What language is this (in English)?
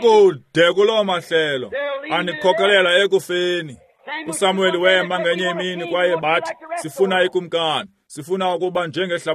Xhosa